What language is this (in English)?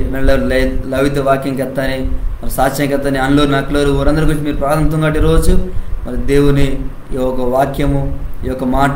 Koya